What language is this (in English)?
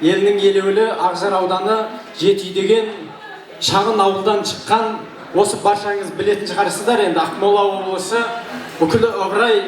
Kazakh